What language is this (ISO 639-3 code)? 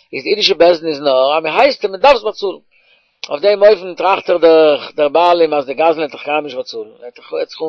yid